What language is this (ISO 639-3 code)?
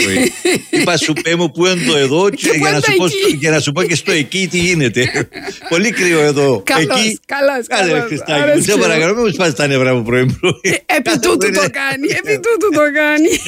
ell